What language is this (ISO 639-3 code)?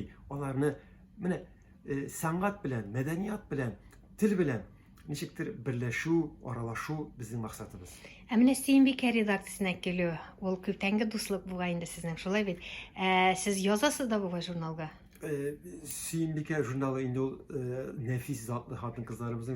tat